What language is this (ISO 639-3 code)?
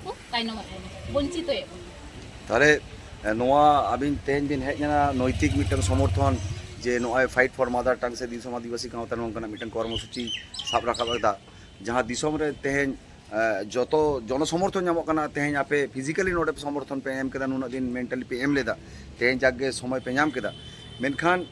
sat